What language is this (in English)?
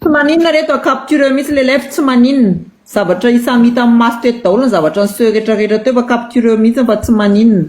Malagasy